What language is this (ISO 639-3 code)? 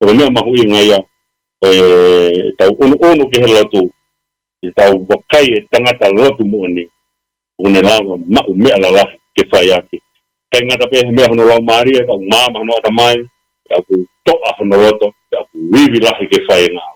ton